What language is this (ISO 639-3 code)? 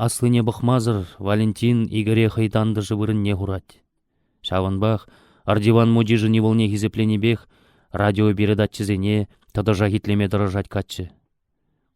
chv